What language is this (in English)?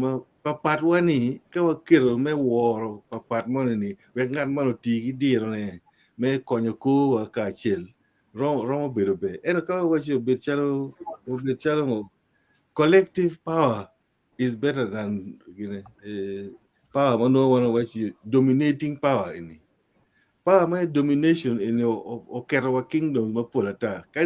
Acoli